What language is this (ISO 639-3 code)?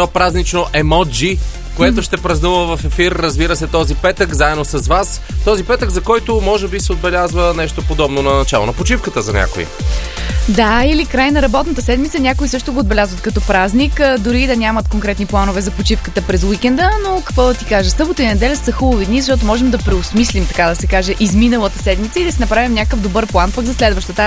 bul